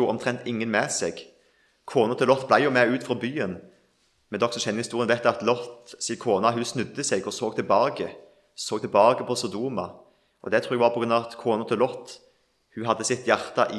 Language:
Norwegian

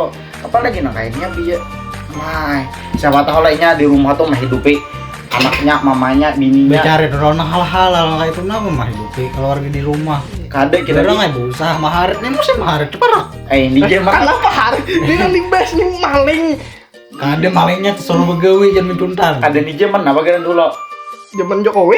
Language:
Banjar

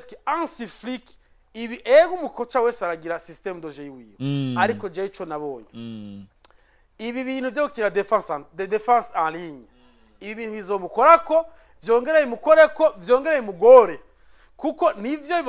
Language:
Rundi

